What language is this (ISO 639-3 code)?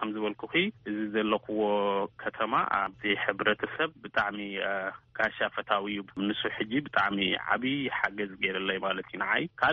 tir